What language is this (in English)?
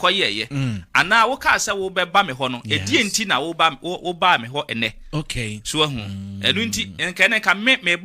Akan